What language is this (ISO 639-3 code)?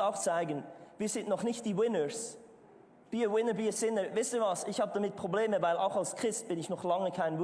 gsw